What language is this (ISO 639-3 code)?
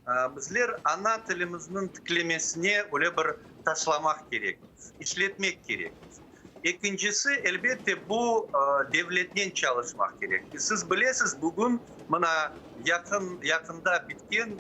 crh